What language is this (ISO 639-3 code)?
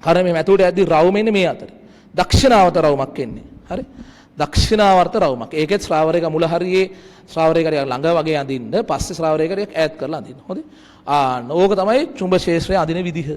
sin